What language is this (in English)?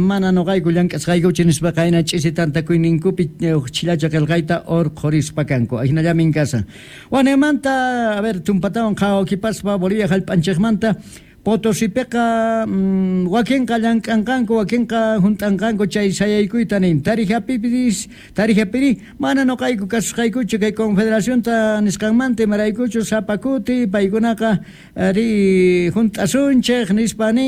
South Bolivian Quechua